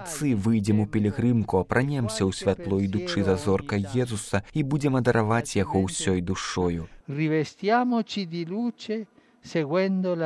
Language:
Belarusian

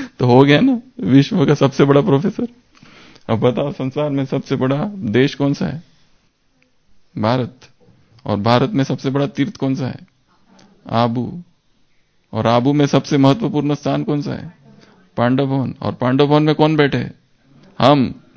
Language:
Hindi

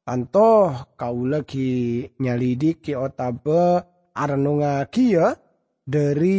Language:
Madurese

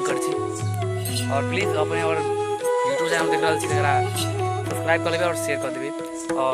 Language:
Maithili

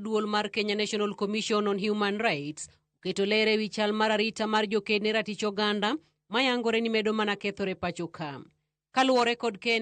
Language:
Luo (Kenya and Tanzania)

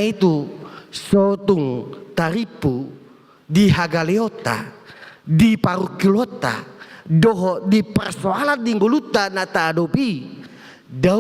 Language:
Batak Toba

